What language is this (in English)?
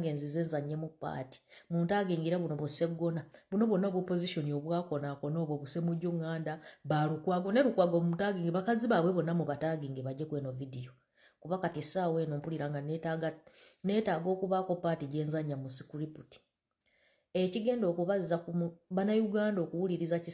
Ganda